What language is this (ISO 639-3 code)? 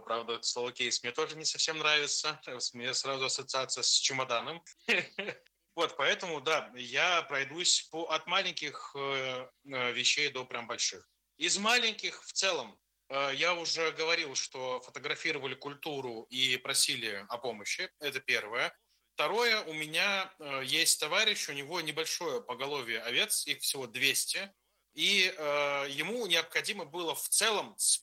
rus